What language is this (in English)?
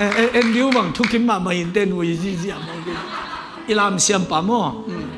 Tedim Chin